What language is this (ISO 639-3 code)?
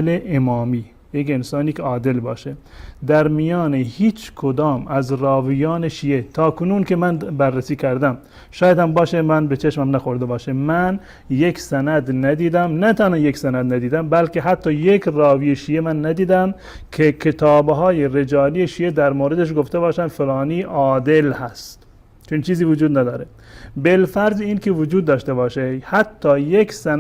fas